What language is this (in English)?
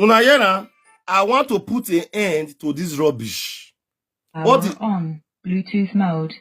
Nigerian Pidgin